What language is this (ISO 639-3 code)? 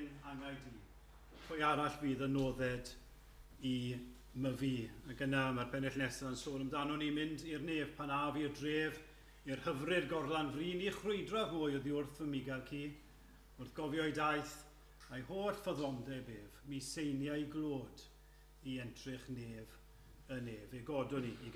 cym